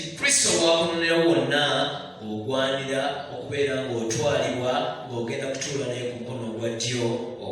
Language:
Ganda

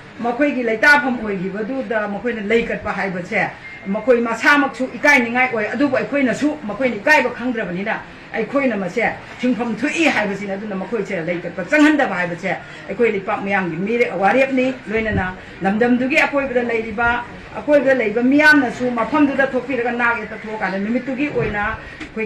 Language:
Manipuri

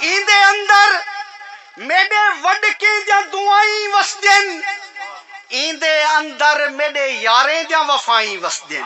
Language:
Saraiki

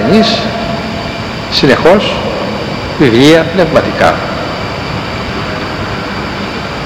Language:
Greek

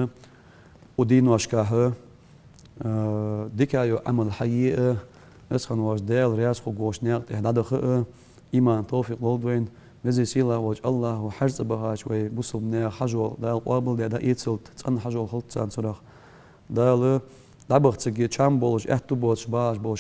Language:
Ingush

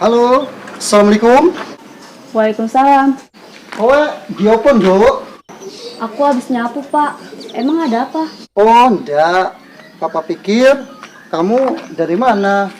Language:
Betawi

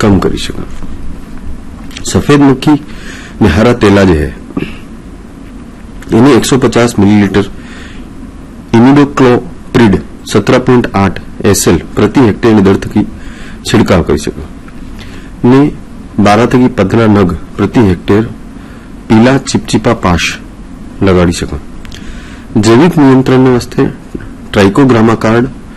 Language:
Gujarati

